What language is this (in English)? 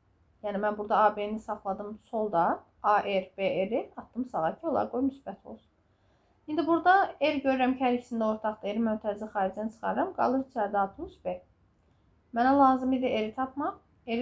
Azerbaijani